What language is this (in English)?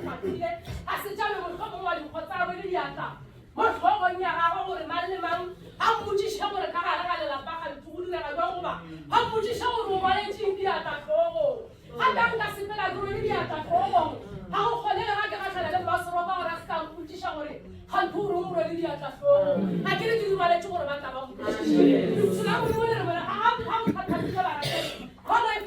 Northern Sotho